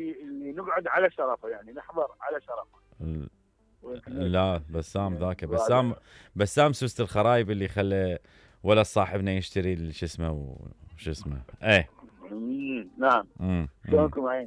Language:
Mesopotamian Arabic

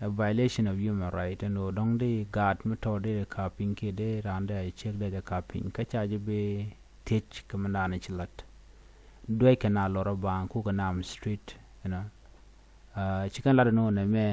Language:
Nuer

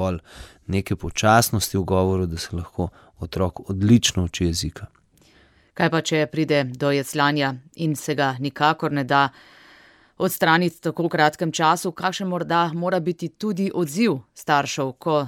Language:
Slovenian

